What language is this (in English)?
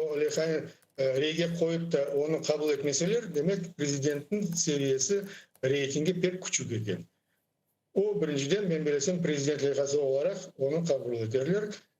Crimean Tatar